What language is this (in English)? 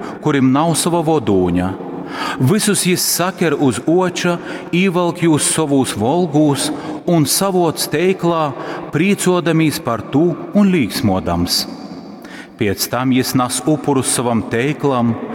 Latgalian